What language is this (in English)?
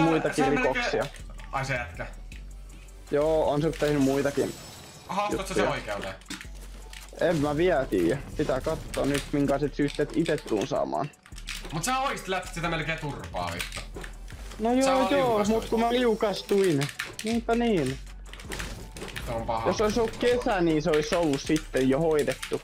Finnish